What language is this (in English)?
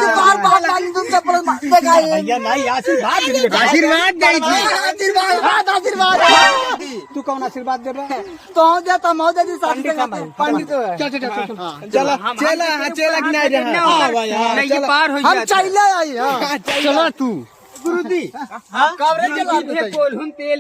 Awadhi